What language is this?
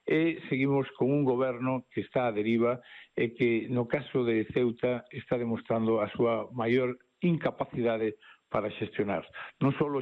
Galician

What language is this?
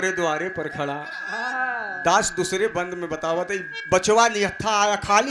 Bhojpuri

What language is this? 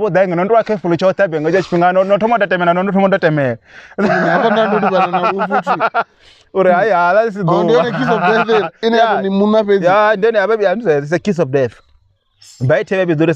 Venda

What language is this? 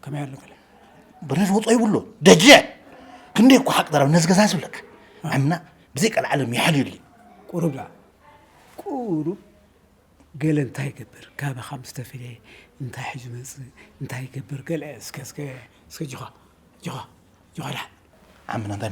Tigrinya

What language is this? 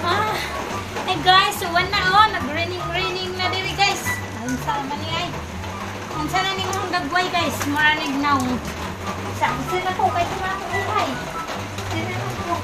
Cebuano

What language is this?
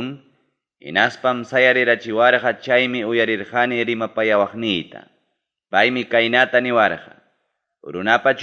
Ayacucho Quechua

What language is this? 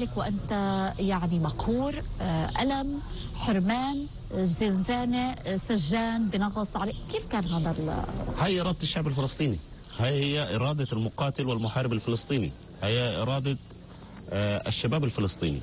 North Levantine Arabic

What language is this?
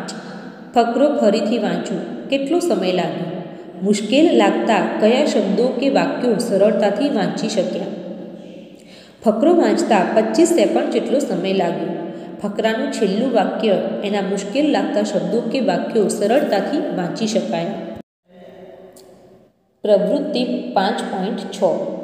Gujarati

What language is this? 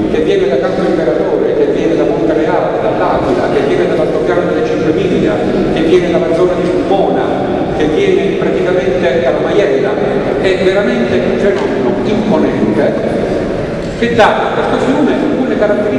Italian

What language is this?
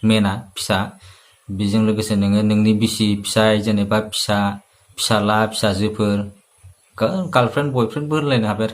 Bodo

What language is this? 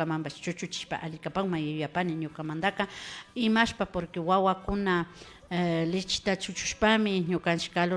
Imbabura Highland Quichua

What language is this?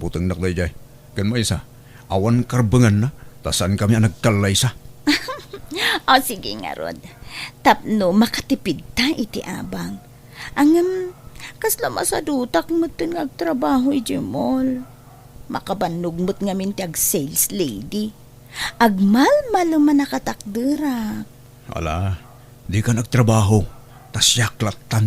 Iloko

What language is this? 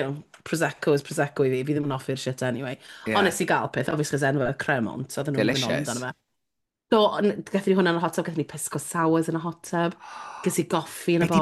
Welsh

